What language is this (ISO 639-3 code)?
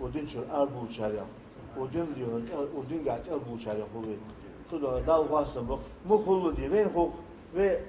inh